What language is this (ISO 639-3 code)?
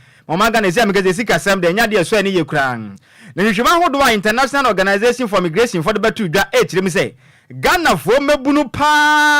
aka